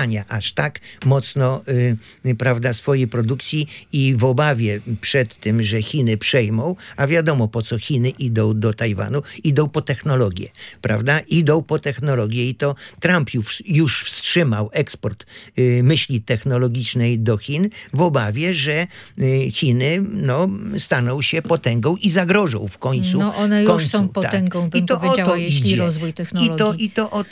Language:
Polish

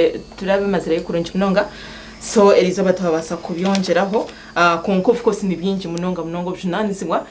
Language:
Nyankole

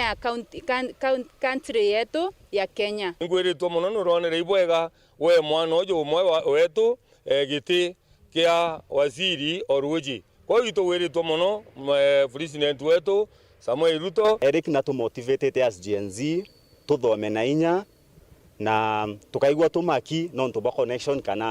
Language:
Meru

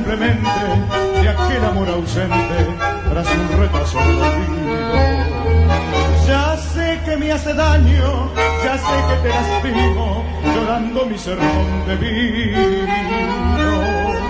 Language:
Spanish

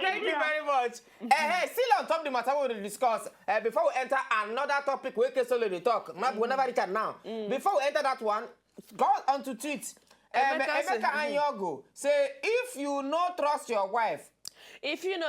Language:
Nigerian Pidgin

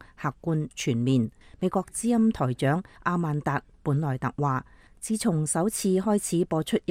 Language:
Cantonese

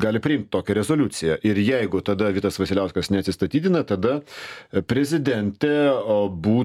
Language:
Lithuanian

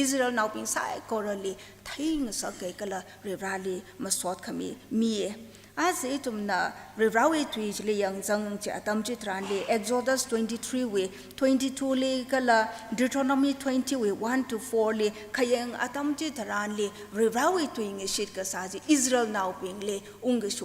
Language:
Tangkhul Naga (India)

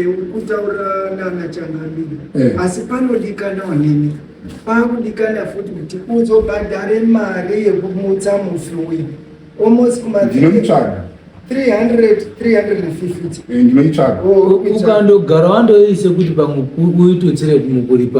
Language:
Shona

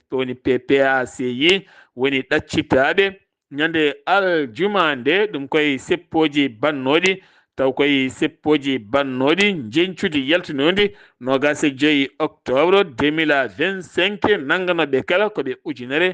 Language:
Fula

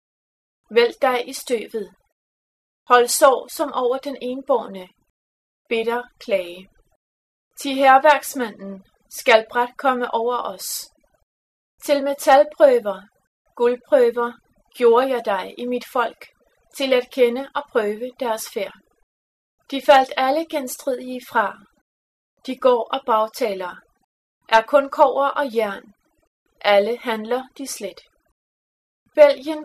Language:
Danish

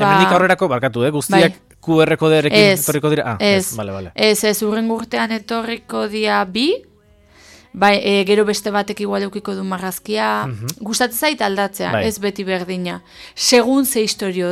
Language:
Basque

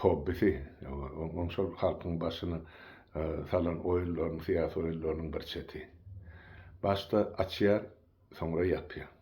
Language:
Turkmen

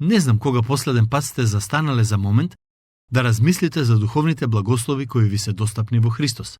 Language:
Macedonian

